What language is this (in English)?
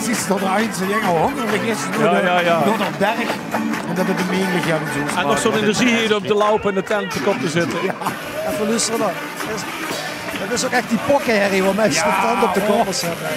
Limburgish